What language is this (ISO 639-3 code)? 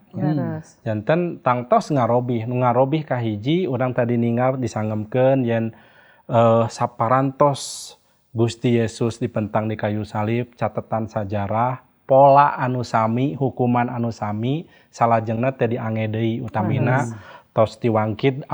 sun